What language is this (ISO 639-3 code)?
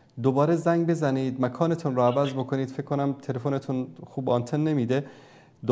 fas